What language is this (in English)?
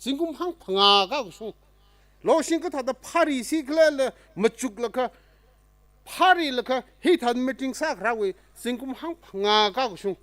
Tangkhul Naga (India)